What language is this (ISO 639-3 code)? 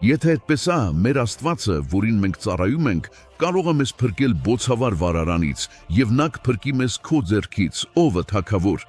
hyw